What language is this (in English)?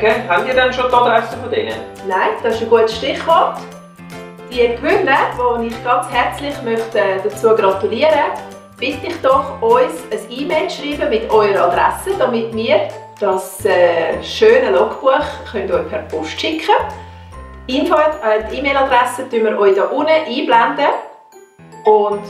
Swiss German